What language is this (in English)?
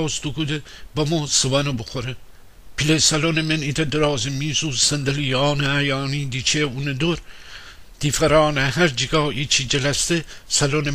Gilaki